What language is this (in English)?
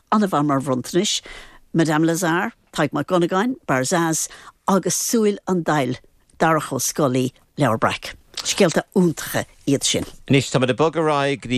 Irish